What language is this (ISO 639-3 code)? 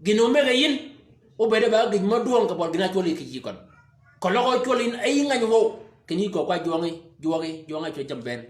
shk